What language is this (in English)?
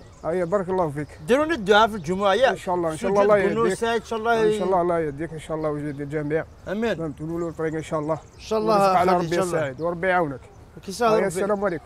Algerian Arabic